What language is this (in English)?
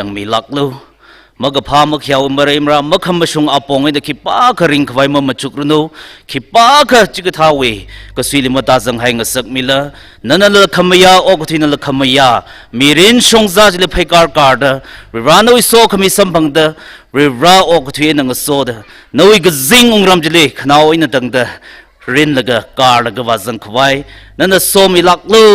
Tangkhul Naga (India)